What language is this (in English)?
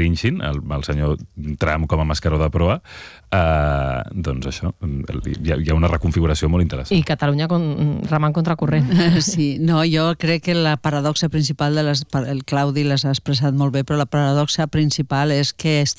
Catalan